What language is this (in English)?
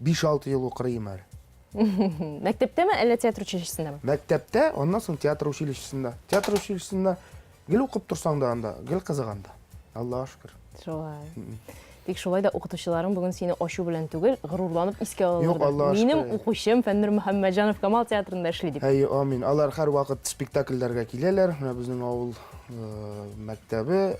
Tatar